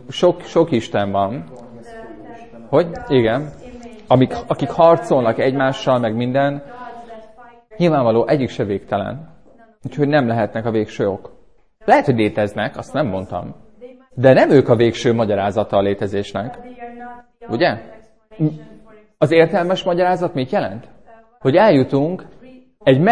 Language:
Hungarian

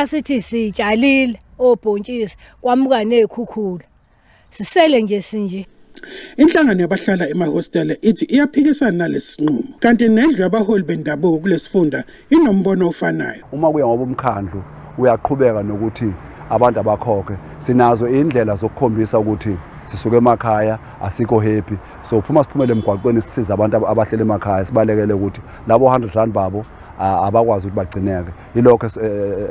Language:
Zulu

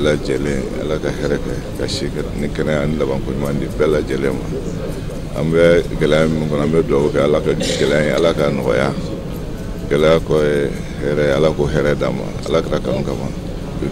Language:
Bambara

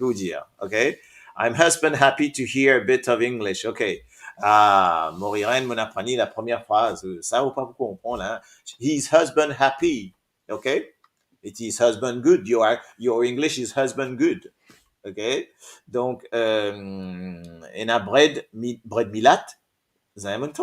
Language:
Morisyen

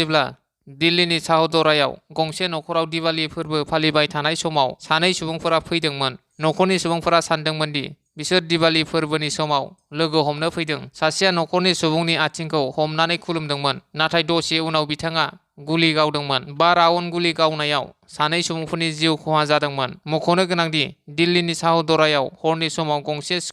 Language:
Bodo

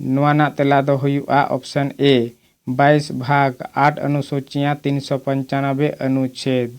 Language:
Santali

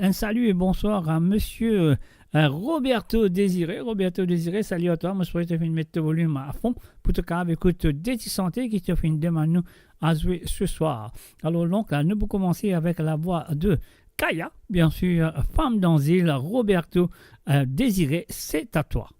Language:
Morisyen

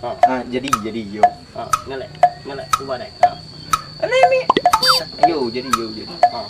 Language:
Musi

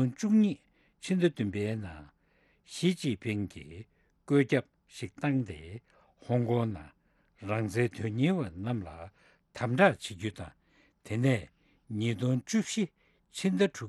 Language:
Tibetan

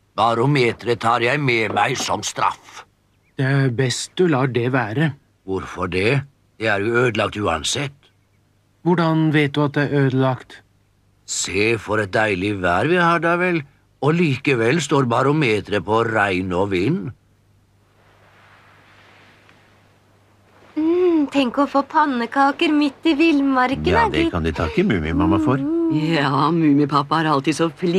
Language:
Norwegian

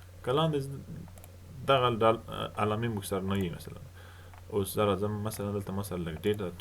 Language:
Pashto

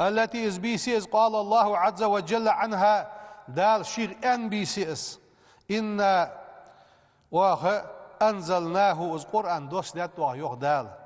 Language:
Ingush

